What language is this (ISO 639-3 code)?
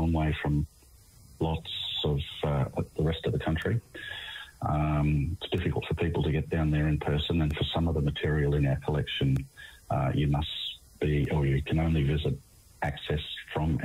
eng